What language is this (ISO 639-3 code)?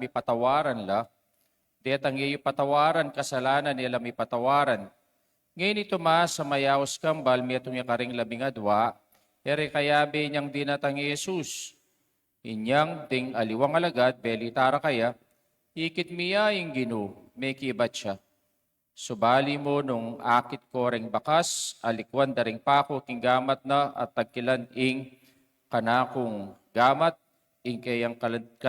pam